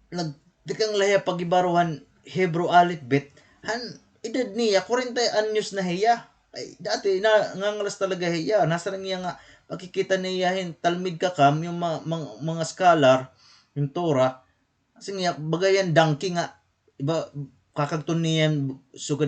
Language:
Waray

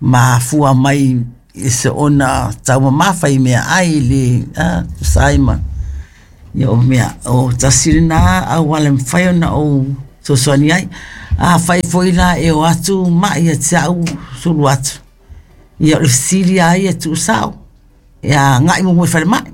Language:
Samoan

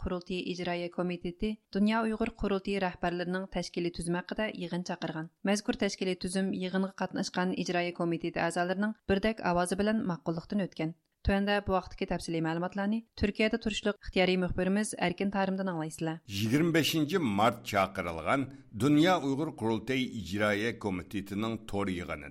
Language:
Uyghur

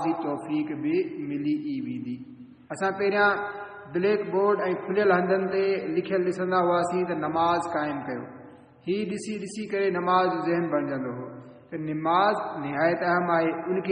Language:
Sindhi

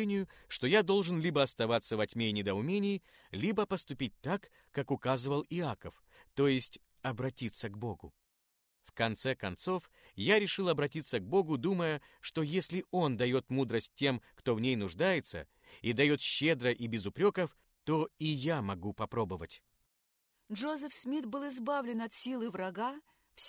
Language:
Russian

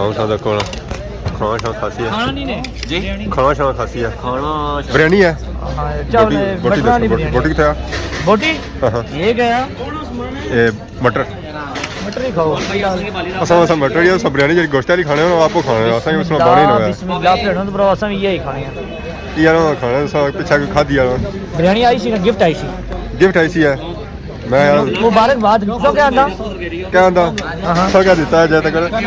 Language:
Pahari-Potwari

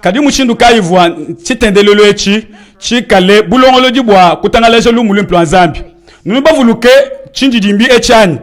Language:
Luba-Lulua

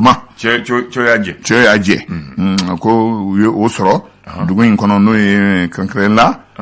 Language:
Bambara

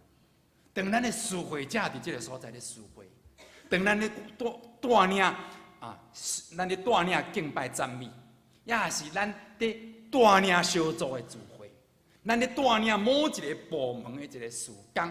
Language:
Min Nan Chinese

